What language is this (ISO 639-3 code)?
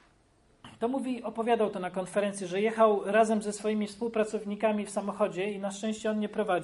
pol